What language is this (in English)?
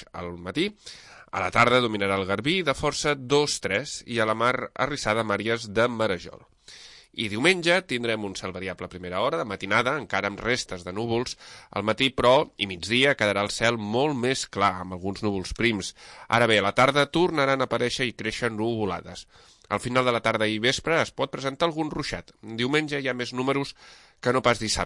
Catalan